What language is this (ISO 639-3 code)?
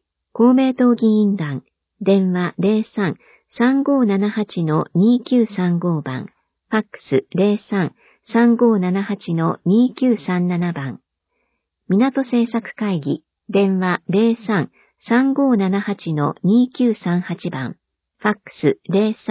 jpn